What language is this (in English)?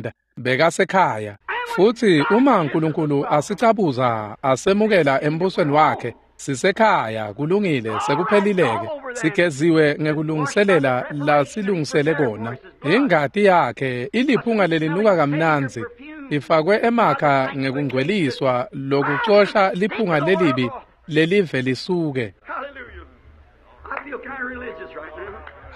Swati